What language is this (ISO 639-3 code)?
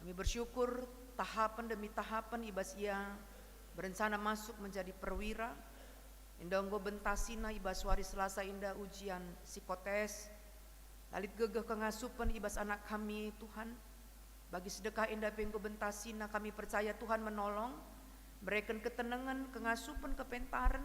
btx